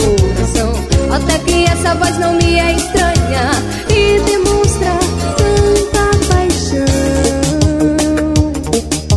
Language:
Portuguese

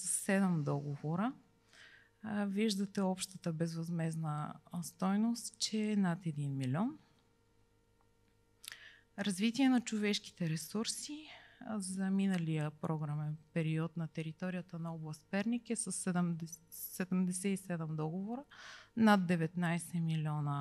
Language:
Bulgarian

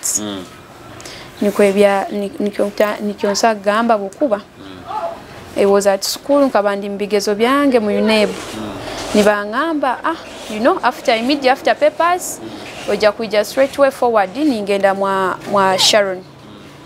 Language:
Nyoro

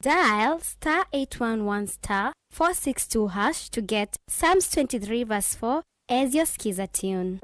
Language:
Kamba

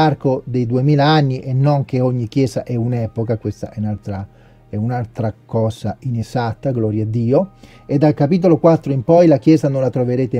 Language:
Italian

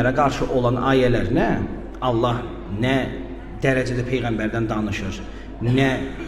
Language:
Azerbaijani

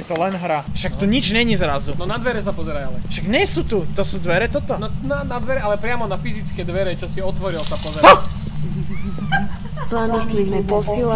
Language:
Slovak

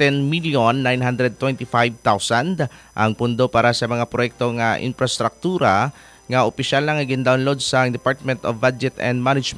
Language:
Hiligaynon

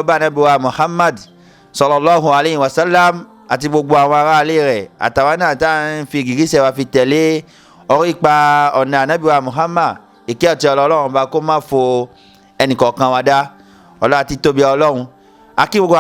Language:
Yoruba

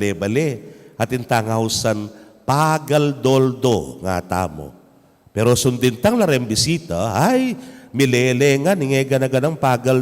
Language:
Pampanga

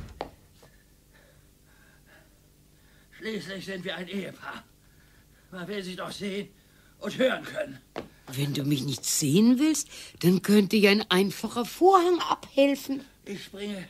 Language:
German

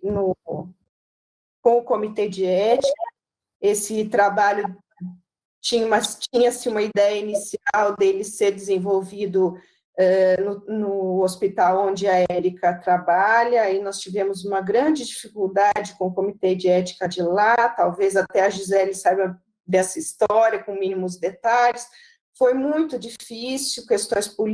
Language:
Portuguese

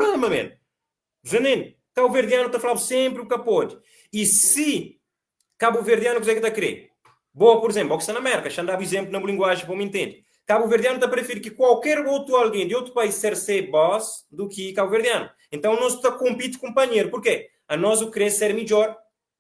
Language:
Kabuverdianu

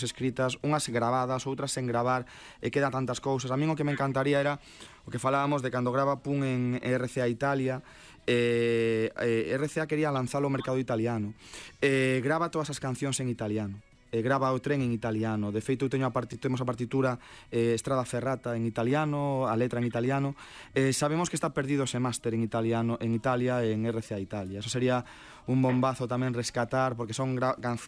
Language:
Galician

